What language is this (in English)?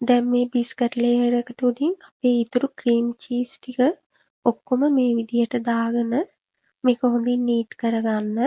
Sinhala